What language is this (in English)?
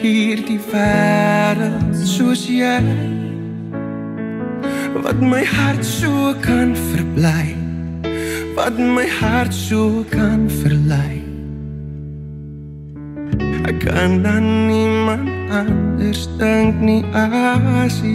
Afrikaans